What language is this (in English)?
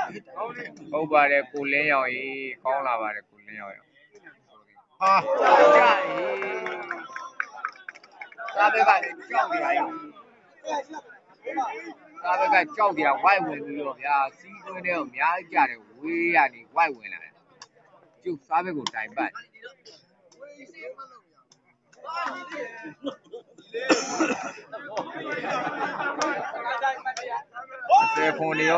Burmese